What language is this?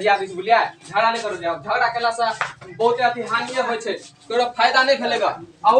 Maithili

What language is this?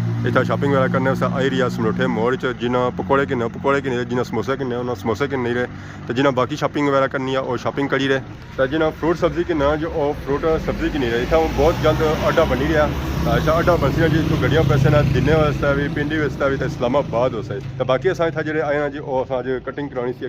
Pahari-Potwari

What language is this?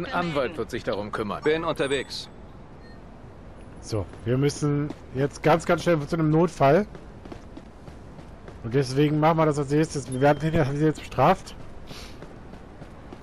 German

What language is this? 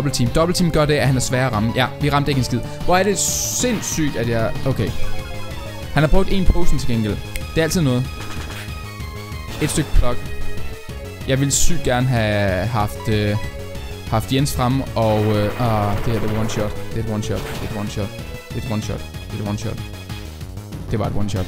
Danish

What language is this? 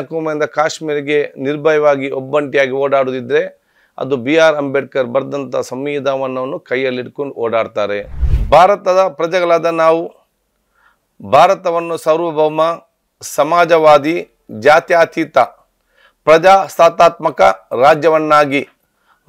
Kannada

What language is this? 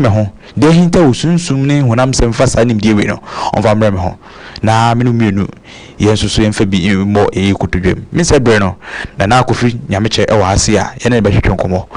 Akan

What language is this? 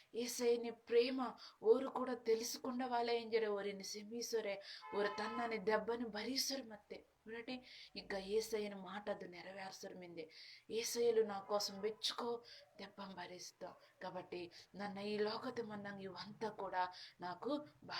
Koya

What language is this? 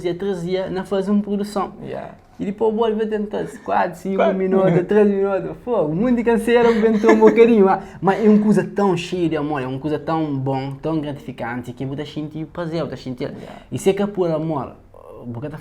Kabuverdianu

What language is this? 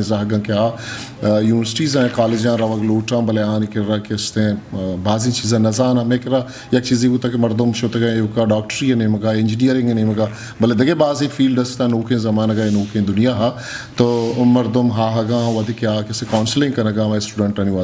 Eastern Balochi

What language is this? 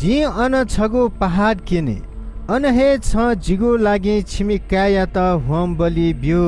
Newari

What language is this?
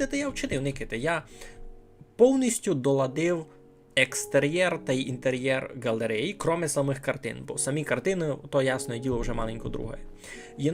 Rusyn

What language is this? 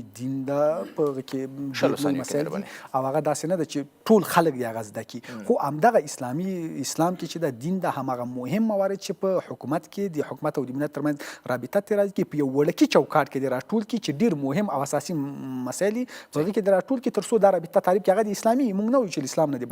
Pashto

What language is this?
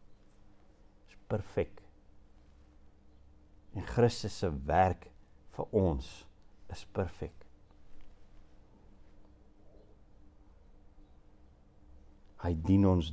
Afrikaans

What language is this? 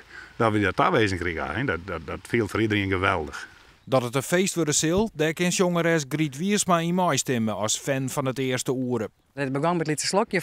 Western Frisian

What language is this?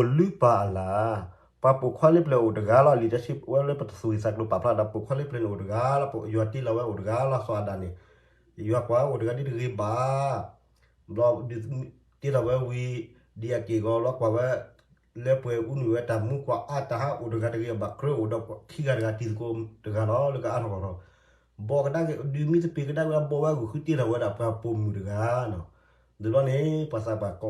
S'gaw Karen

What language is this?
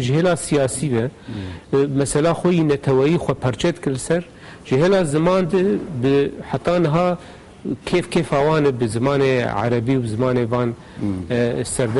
Kurdish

